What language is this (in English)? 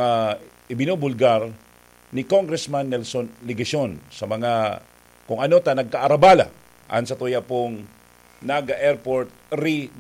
Bikol